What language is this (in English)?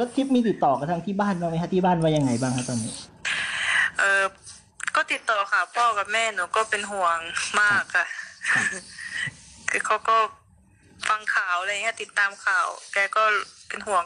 Thai